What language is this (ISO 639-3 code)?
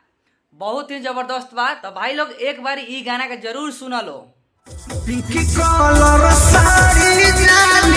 bho